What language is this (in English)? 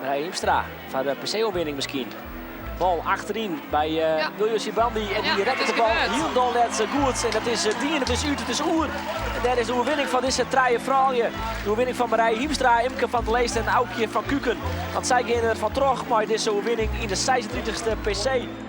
Western Frisian